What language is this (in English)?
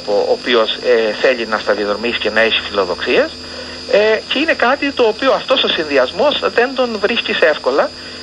Greek